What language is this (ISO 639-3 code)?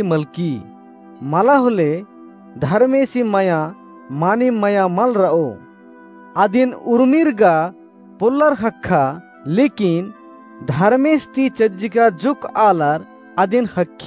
kru